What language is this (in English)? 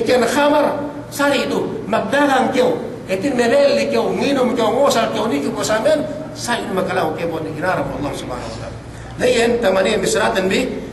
Yakan